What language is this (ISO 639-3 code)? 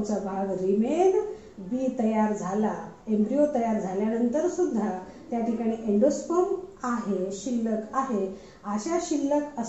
mar